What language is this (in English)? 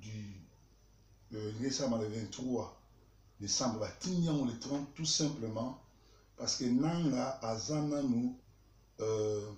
Lingala